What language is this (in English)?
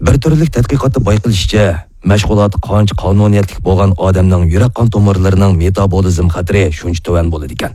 Uyghur